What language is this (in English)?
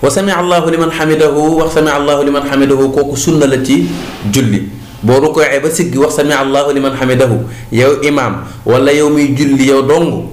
Wolof